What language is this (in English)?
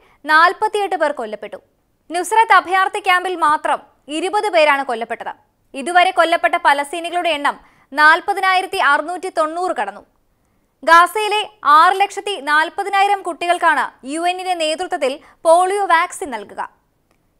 Malayalam